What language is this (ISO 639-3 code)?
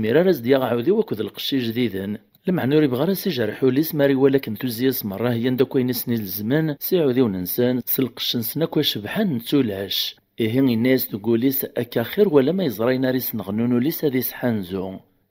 kab